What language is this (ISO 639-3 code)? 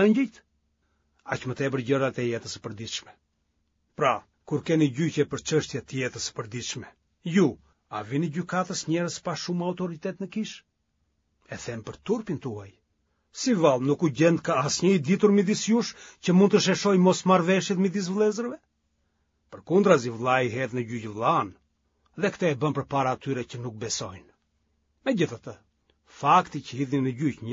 sqi